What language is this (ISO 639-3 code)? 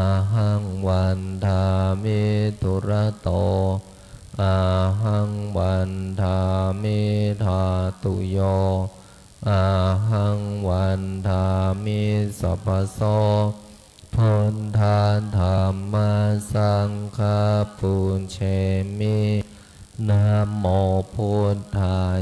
pli